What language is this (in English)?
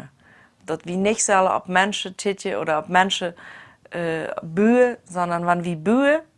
Plautdietsch